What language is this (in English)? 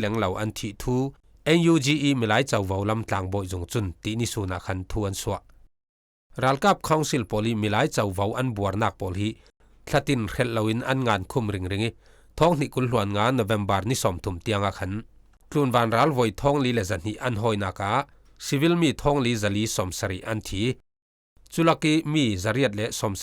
Falam Chin